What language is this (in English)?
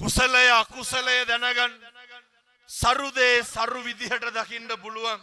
Sinhala